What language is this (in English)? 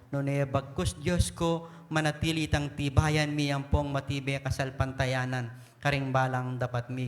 Pampanga